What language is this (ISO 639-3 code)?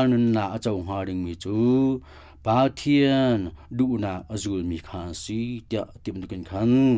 cnh